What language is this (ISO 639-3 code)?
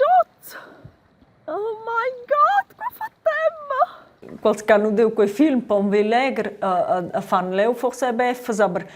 roh